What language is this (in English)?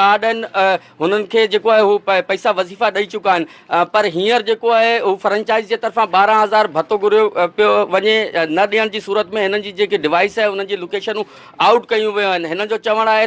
Sindhi